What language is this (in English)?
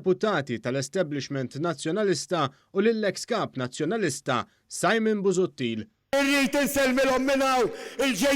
Maltese